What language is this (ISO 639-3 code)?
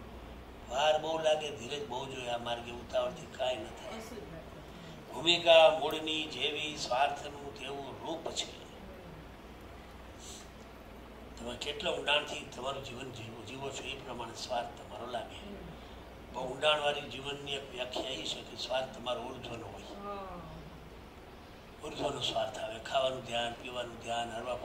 guj